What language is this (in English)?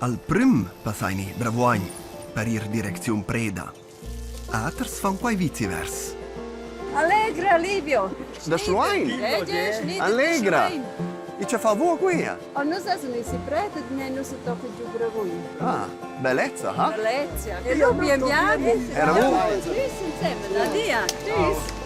Romansh